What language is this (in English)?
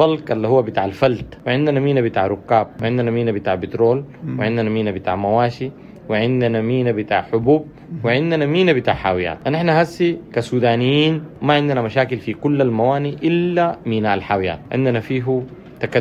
Sudanese Arabic